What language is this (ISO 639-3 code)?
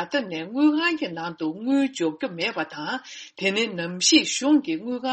bod